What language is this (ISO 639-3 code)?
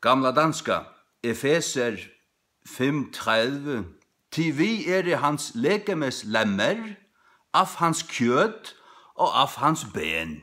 fao